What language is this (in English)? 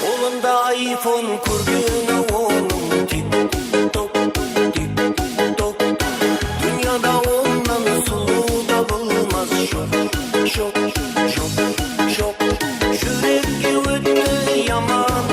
Kara-Kalpak